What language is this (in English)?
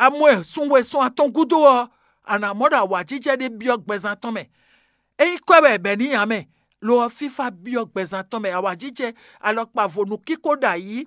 Fon